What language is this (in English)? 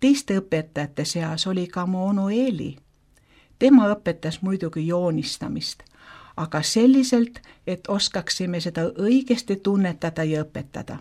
Estonian